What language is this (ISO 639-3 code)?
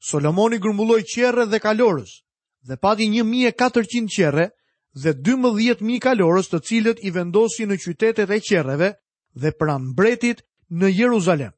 sqi